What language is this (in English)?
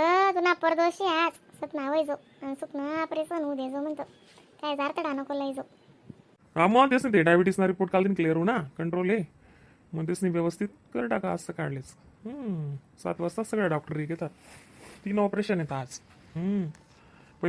Khandesi